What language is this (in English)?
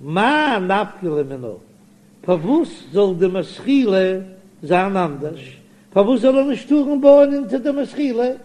Yiddish